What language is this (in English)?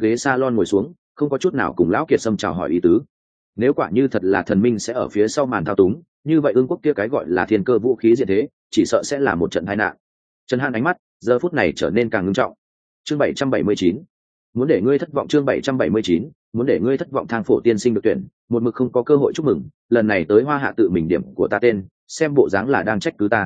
Vietnamese